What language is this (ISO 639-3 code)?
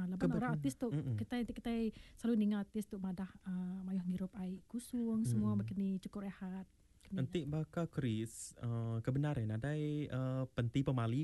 iba